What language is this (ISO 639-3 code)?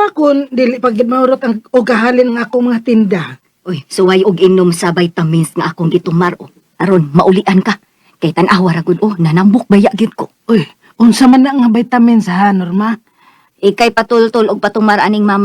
ceb